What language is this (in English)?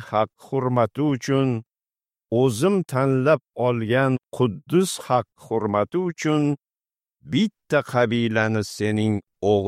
Uzbek